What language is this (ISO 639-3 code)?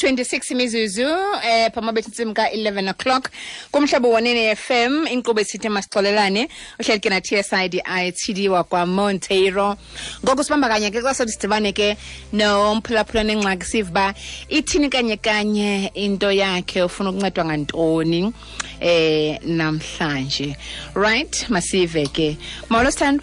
xho